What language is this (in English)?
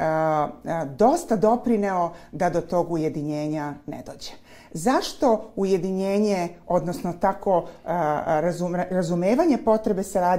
Serbian